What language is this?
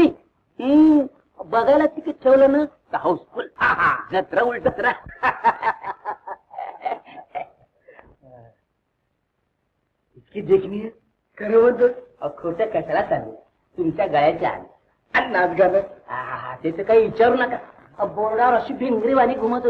Marathi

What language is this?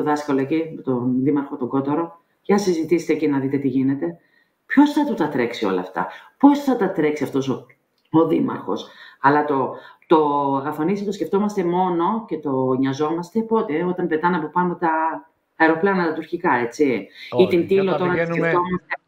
Greek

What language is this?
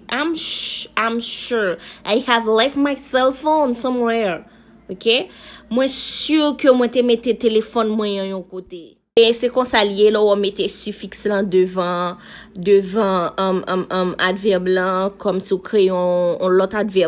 Haitian Creole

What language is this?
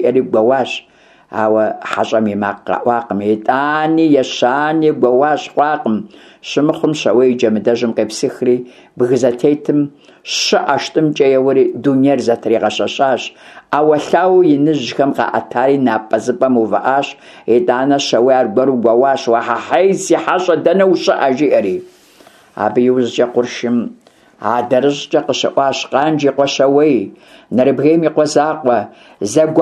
Kabardian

